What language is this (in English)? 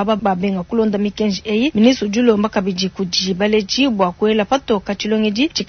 Luba-Lulua